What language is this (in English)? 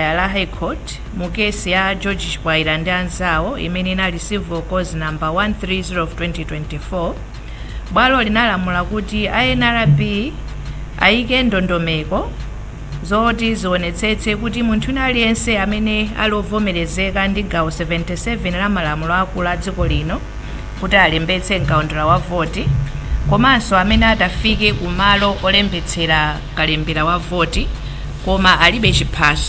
Nyanja